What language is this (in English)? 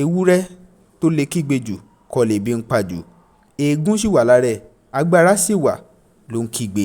Yoruba